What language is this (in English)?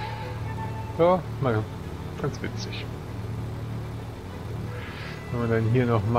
German